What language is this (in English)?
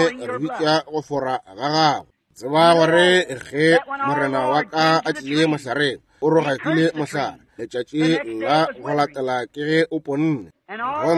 Northern Sotho